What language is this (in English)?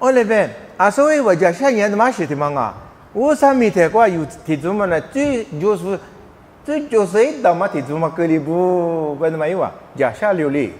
Lisu